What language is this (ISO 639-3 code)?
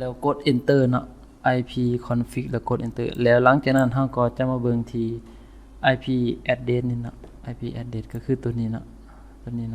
lao